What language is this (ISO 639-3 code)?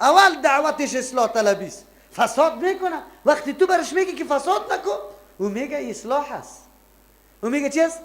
fas